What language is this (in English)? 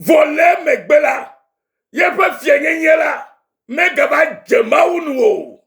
Ewe